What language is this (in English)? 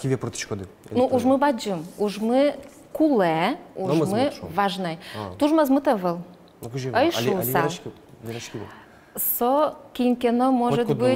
Udmurt